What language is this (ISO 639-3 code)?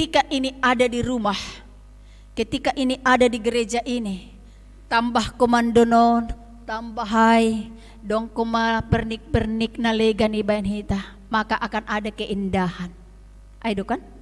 bts